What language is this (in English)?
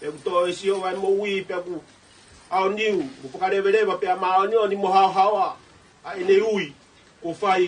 Tongan